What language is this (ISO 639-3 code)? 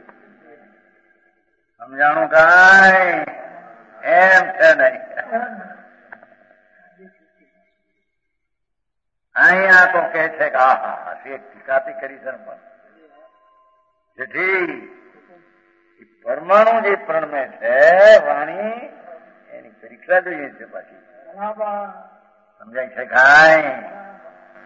guj